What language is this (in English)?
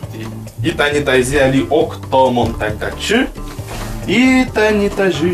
Udmurt